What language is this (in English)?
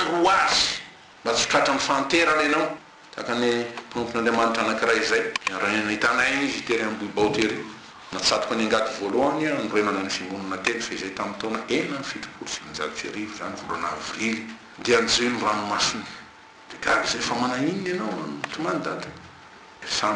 Malagasy